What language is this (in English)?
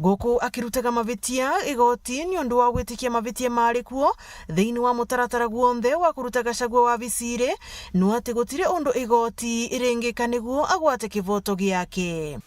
Meru